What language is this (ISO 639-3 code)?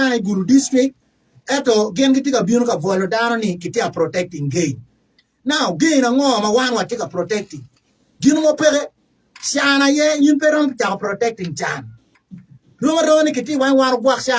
ach